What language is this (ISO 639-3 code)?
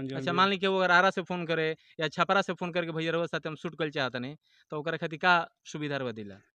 bho